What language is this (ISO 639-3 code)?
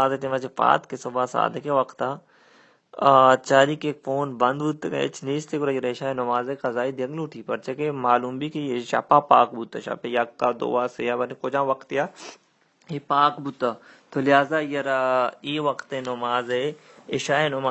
bal